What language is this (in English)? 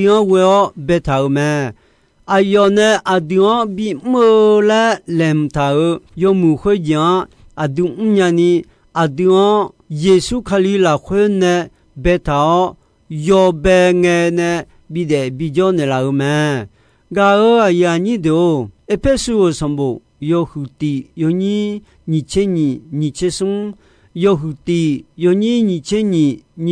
Akha